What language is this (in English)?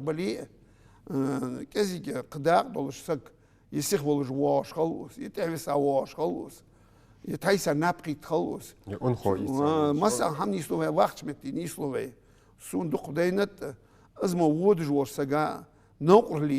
Ingush